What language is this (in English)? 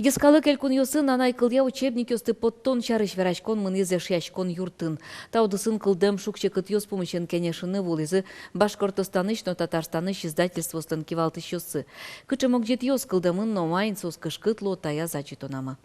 Udmurt